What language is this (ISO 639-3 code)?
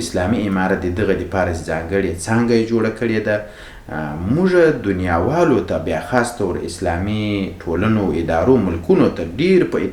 pus